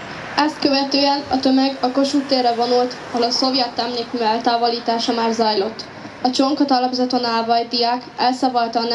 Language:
Hungarian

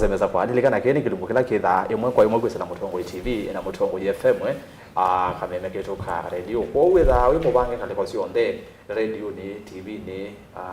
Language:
Kamba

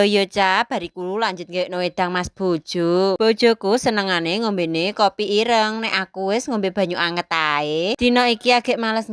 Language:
Javanese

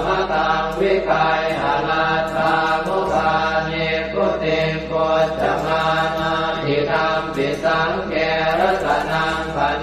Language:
Pali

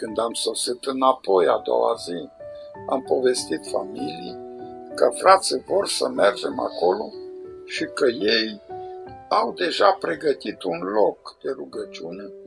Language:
Romanian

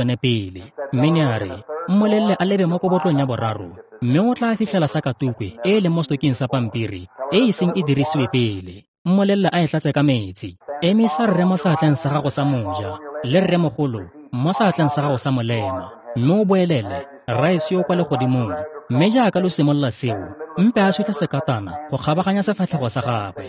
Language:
Tswana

